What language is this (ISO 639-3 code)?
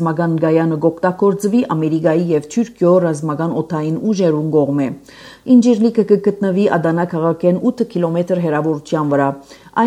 hye